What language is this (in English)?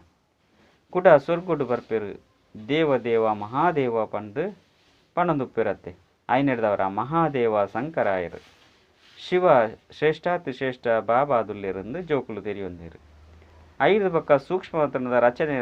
Tulu